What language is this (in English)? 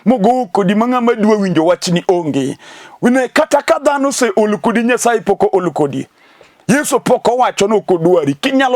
Luo (Kenya and Tanzania)